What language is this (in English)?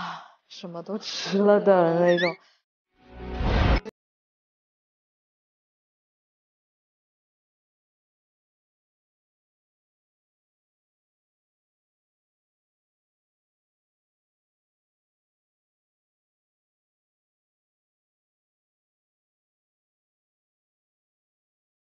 Chinese